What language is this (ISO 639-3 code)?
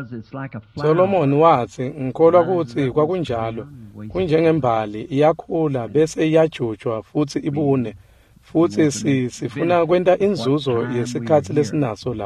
ssw